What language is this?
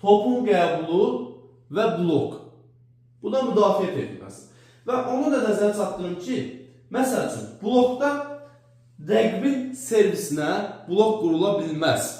Azerbaijani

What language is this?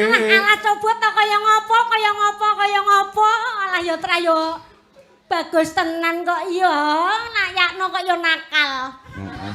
Javanese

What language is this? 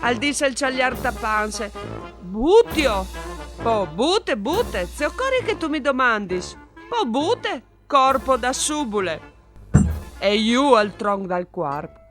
Friulian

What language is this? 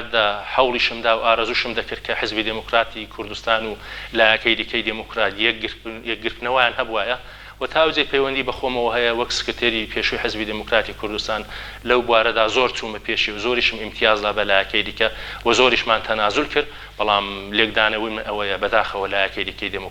Central Kurdish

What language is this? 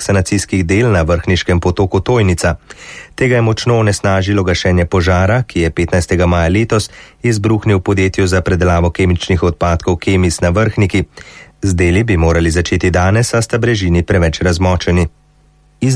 Slovenian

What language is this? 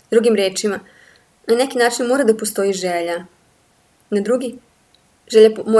Serbian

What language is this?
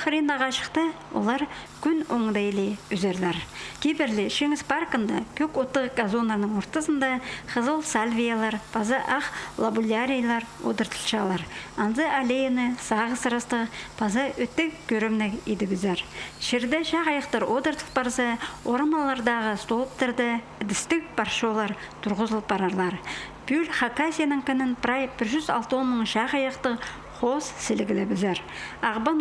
Khakas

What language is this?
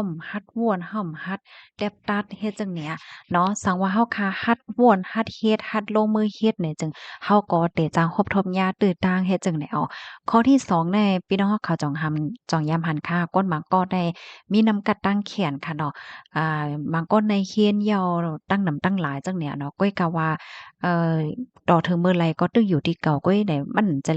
Shan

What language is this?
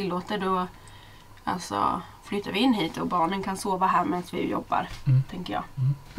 Swedish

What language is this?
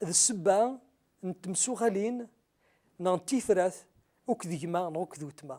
Kabyle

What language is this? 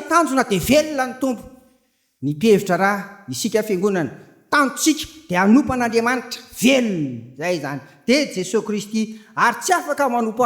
Malagasy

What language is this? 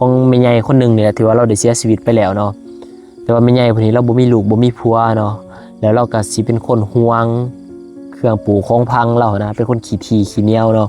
Lao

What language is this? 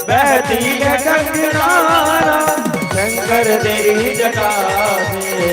Dogri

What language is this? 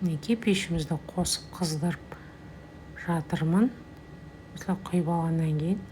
Kazakh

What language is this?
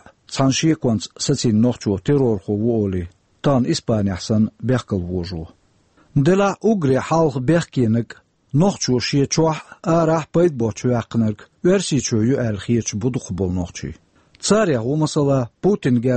Chechen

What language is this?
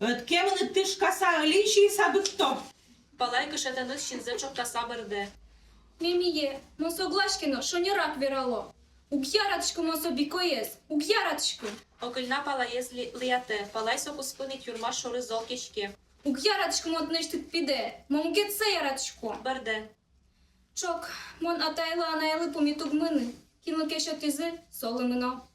Udmurt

